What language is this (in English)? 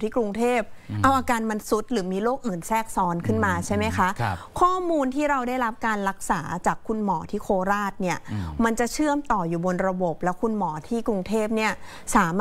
Thai